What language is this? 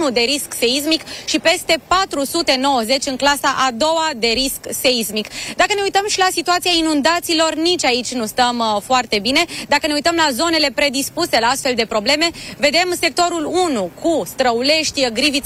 Romanian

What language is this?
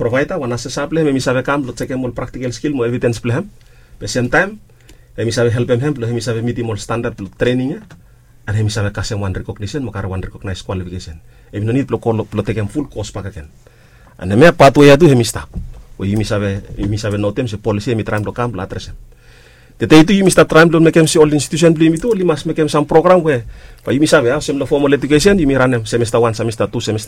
Bislama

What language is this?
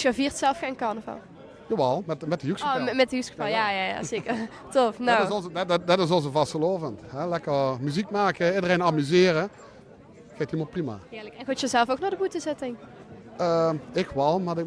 Limburgish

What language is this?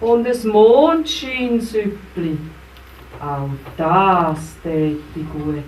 Swiss German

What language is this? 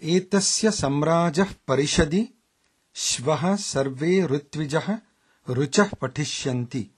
Sanskrit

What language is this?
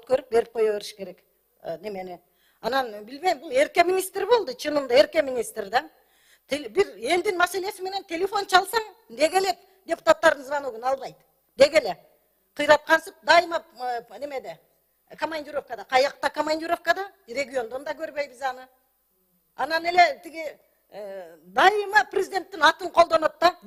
Kyrgyz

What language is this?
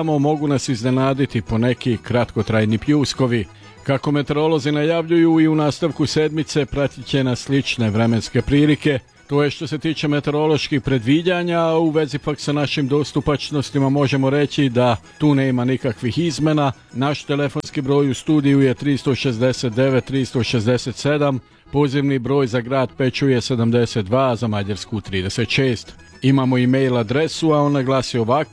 Serbian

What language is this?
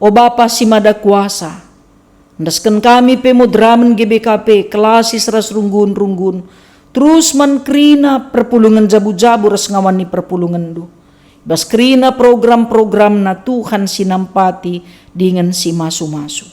Batak Karo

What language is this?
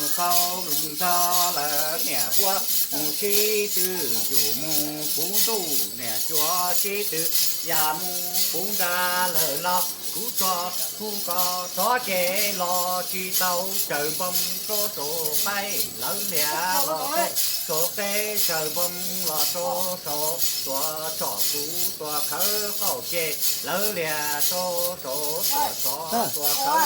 Hmong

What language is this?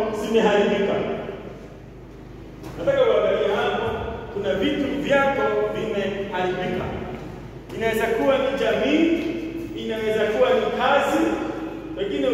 Swahili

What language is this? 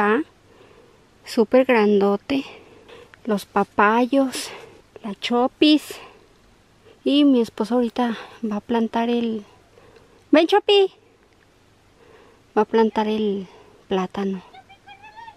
Spanish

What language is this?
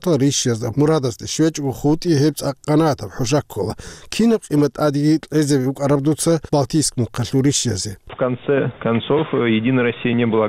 Avaric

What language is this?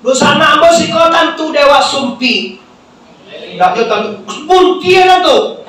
Minangkabau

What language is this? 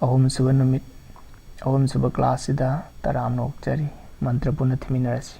Manipuri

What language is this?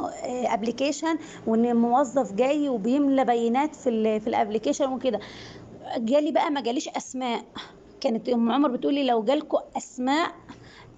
Egyptian Arabic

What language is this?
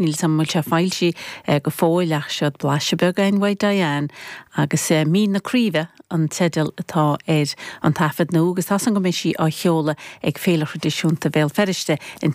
Irish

